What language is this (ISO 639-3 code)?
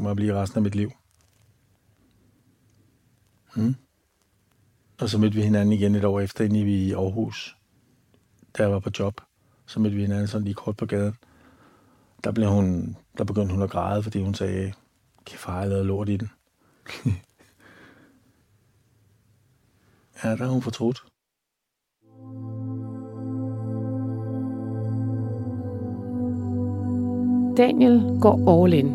dan